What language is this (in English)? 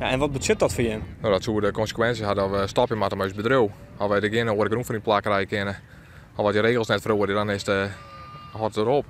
Western Frisian